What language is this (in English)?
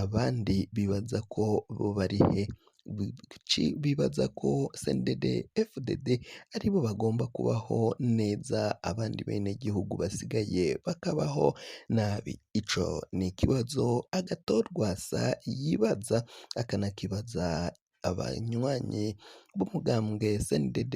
Rundi